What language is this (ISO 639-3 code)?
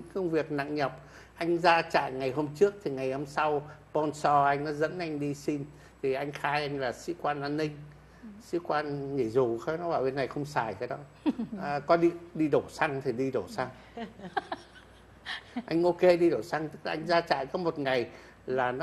vie